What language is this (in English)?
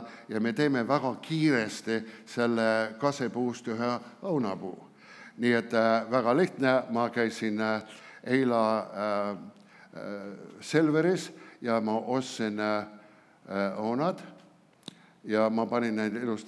Estonian